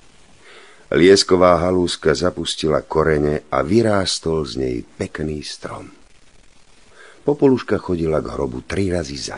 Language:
Slovak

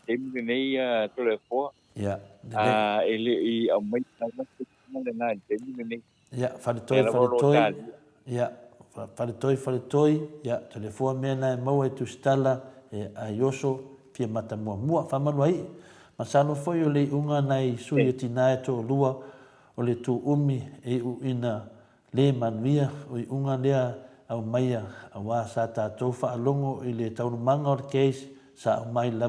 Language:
Samoan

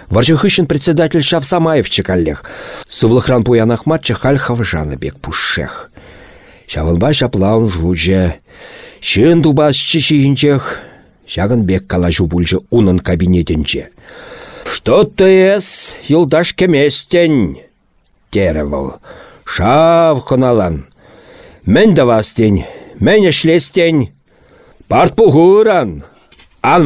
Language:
Chuvash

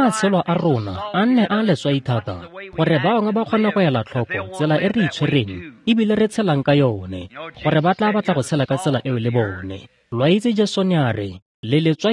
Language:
Tswana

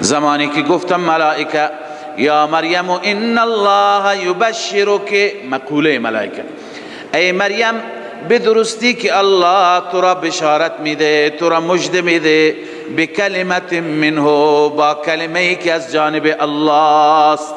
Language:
Persian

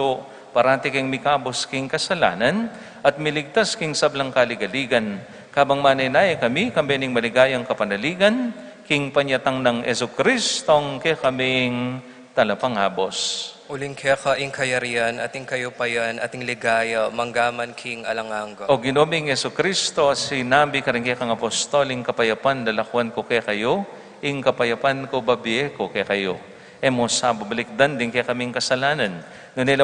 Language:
Pampanga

